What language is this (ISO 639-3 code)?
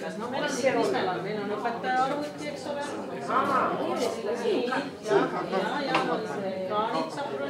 est